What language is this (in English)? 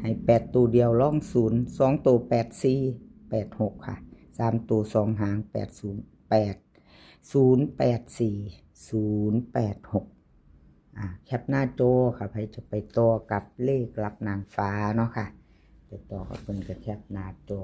Northeastern Thai